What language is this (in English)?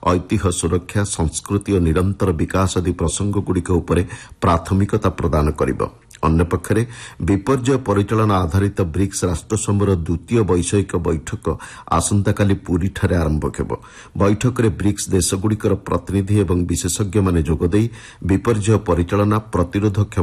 Odia